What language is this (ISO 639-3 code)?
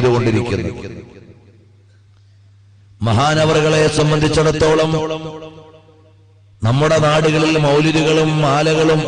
mal